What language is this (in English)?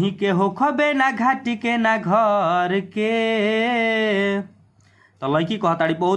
Bhojpuri